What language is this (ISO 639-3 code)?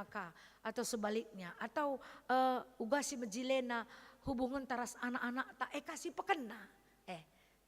btx